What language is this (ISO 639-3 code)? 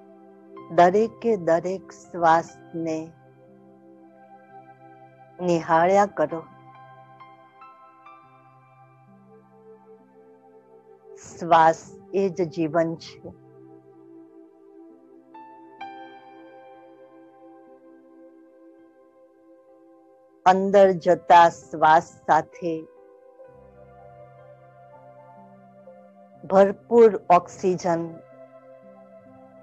guj